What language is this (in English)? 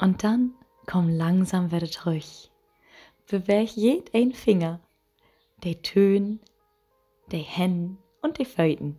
Low German